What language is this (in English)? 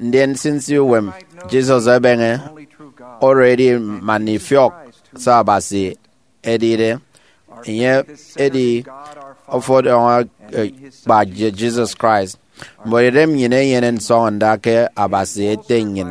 Efik